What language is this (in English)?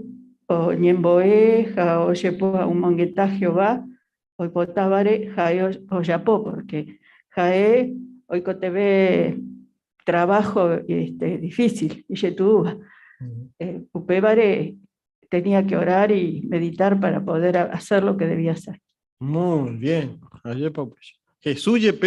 Guarani